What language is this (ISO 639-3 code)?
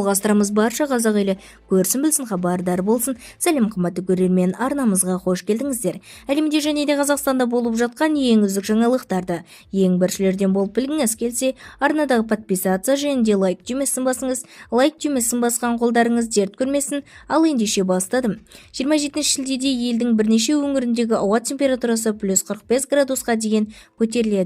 kaz